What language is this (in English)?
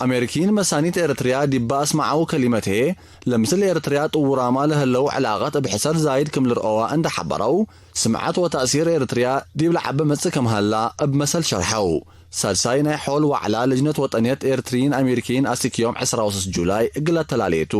Tigre